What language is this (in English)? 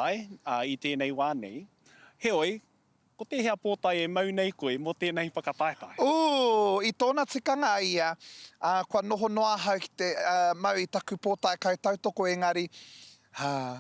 Māori